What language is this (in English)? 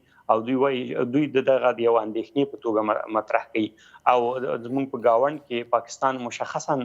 Pashto